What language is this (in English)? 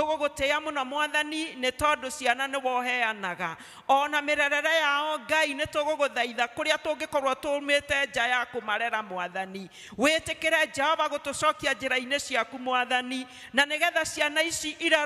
Kikuyu